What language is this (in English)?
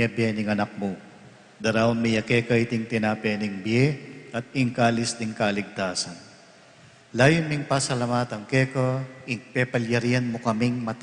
Pampanga